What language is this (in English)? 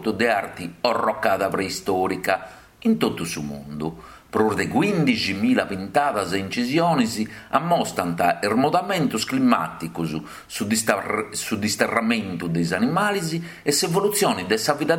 Sardinian